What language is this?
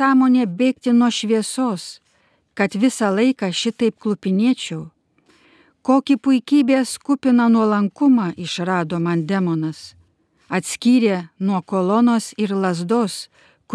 Lithuanian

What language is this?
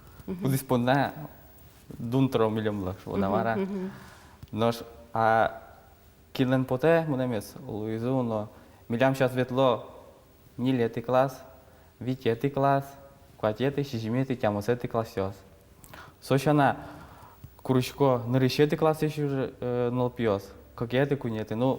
Udmurt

